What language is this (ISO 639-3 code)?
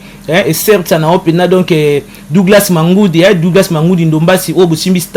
lin